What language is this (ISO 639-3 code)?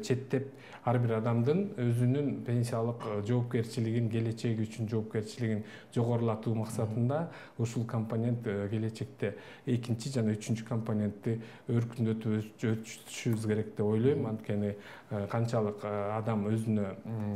kir